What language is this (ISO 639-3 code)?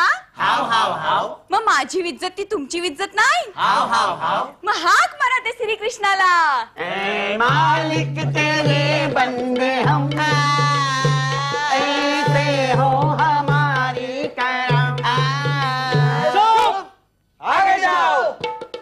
mar